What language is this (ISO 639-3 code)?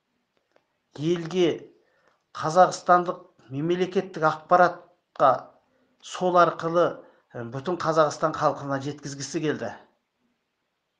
kaz